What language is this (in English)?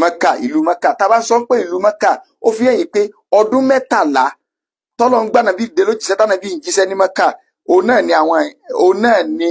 Yoruba